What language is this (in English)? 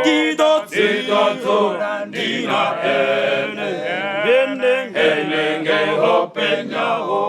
Venda